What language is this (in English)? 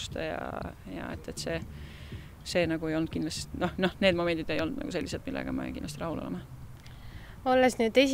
Estonian